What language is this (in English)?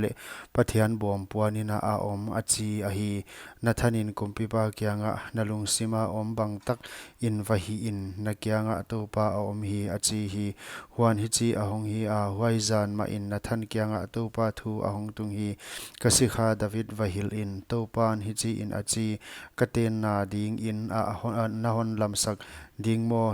Paite Chin